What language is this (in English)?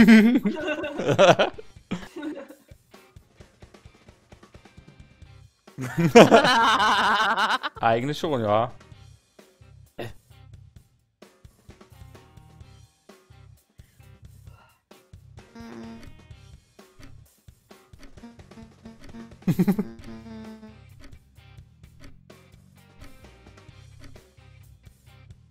German